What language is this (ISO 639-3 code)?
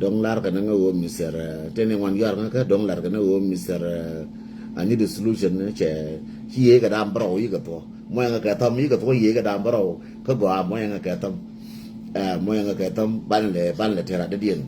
nus